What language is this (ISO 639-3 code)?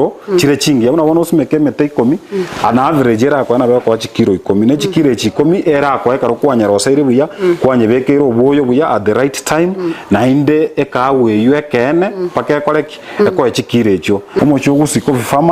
guz